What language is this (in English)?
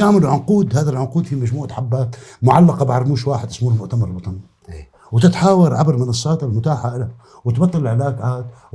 North Levantine Arabic